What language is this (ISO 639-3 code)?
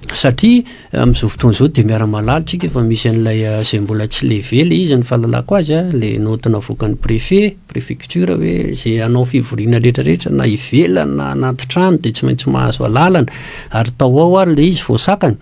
mlg